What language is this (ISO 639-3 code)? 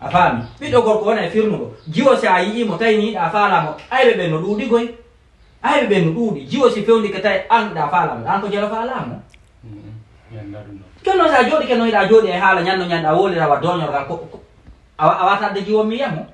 ful